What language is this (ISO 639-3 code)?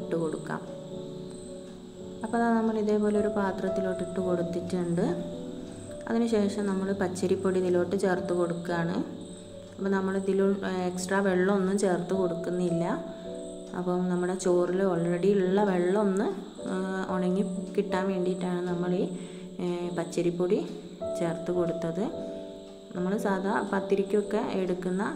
mal